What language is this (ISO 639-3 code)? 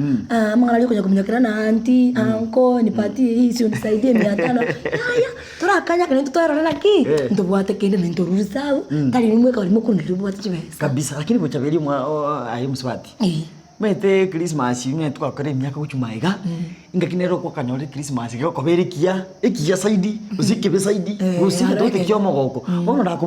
guz